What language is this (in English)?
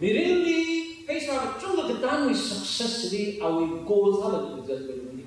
Tangkhul Naga (India)